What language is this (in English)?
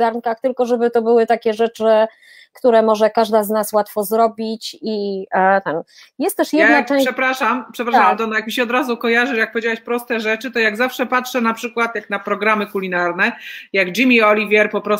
Polish